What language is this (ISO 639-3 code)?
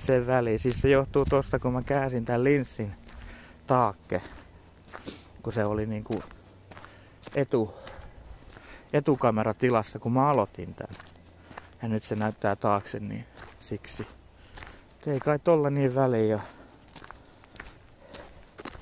fin